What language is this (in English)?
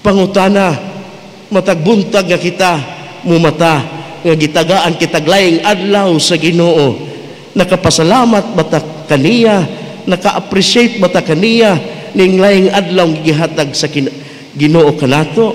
Cebuano